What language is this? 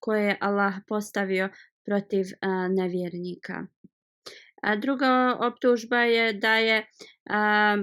Bosnian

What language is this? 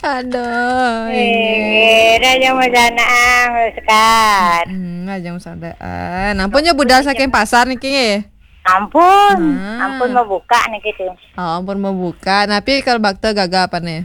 Balinese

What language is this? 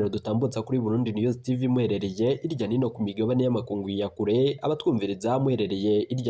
Rundi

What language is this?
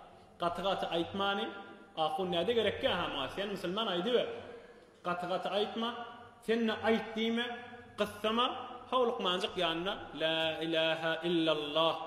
Turkmen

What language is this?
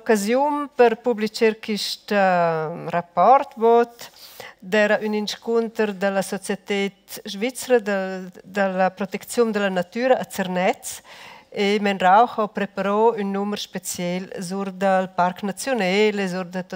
Romansh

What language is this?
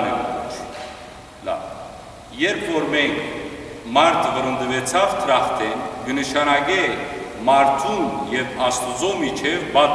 Western Armenian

